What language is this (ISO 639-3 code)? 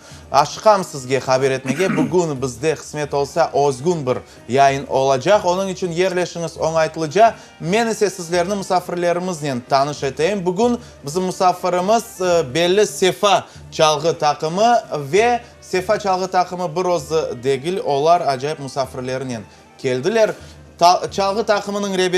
crh